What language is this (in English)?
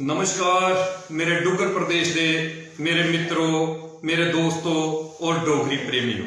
Dogri